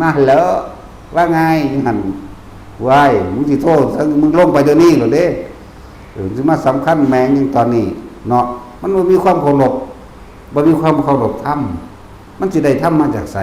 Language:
Northeastern Thai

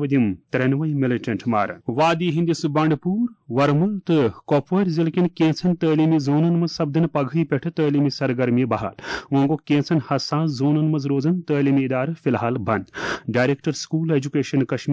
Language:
Kashmiri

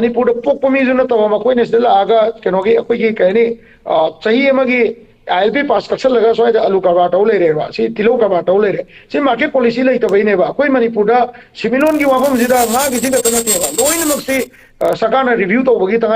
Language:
Manipuri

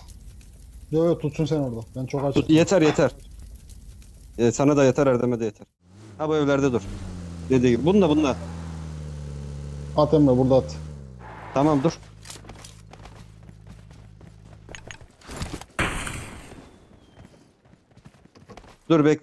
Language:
Turkish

